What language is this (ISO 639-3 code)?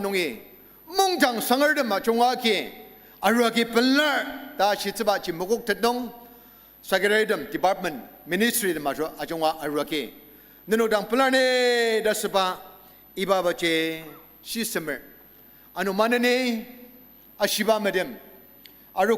njo